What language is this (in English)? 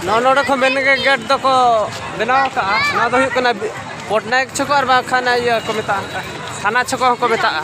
Santali